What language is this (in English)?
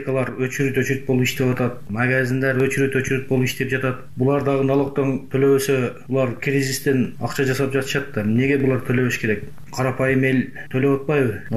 Kyrgyz